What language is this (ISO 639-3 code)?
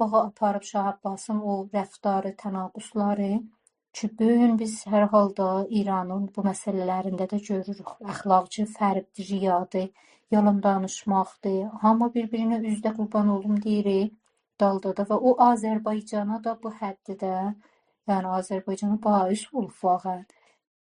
azb